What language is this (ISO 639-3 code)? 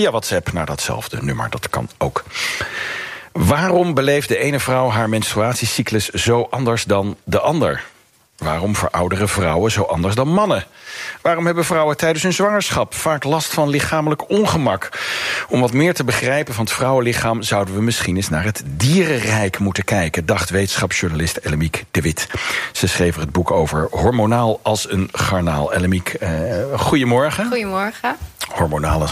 nld